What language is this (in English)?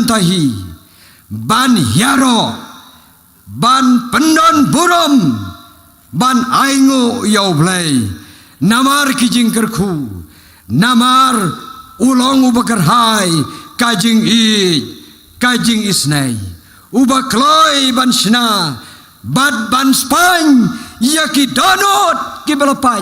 Khasi